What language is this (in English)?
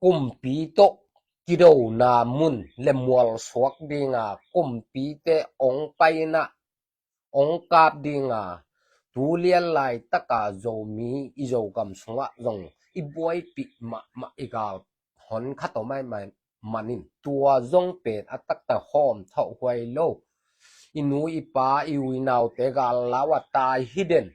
Tedim Chin